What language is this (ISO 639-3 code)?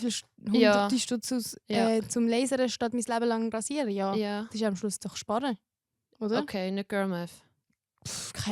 gsw